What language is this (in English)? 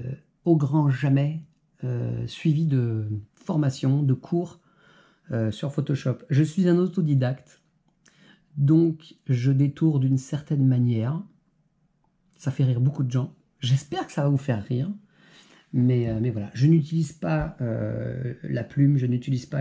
French